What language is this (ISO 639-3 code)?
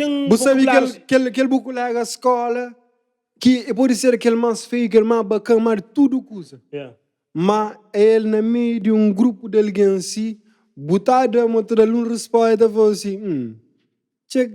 kea